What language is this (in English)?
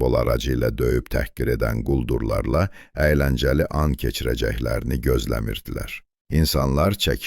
South Azerbaijani